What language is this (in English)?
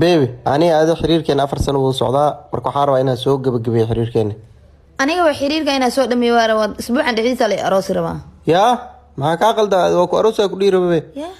Somali